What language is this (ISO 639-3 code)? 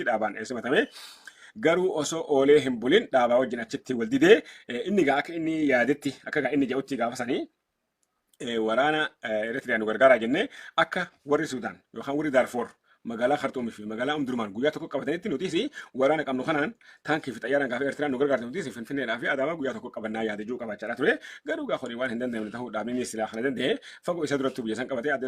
orm